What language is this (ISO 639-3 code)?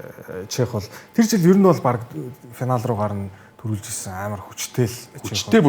mon